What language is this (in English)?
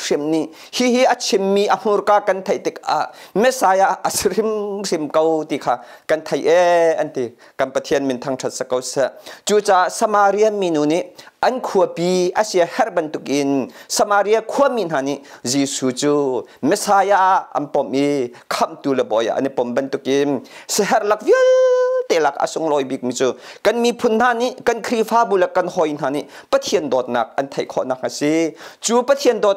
Hakha Chin